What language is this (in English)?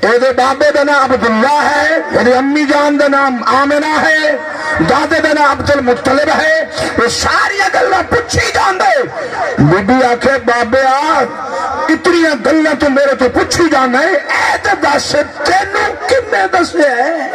Saraiki